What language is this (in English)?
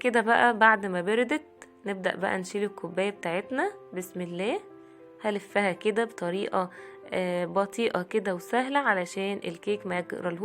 Egyptian Arabic